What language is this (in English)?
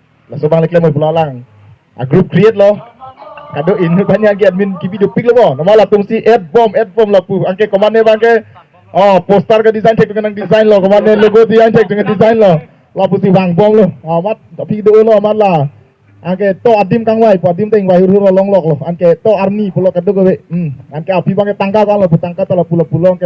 Karbi